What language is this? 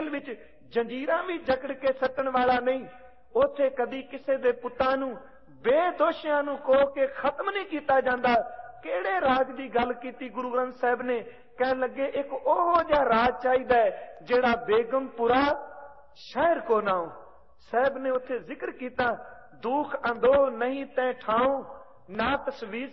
Punjabi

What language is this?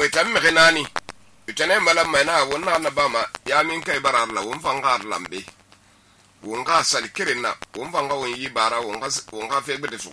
Susu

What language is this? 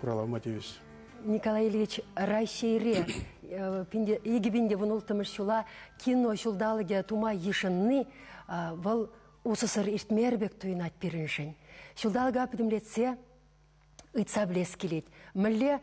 Chuvash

